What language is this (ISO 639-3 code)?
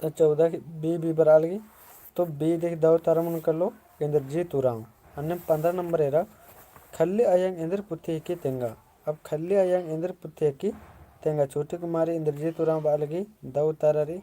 kru